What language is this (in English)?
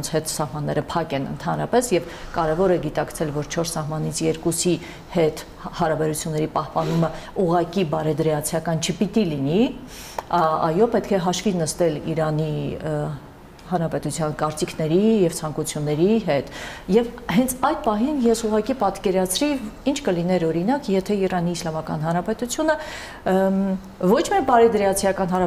Armenian